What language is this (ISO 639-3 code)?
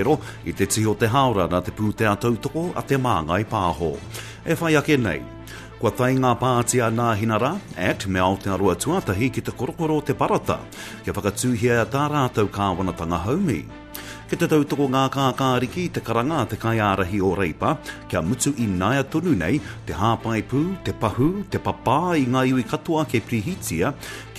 mri